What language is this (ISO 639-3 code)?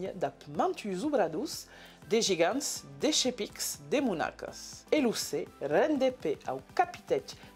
oci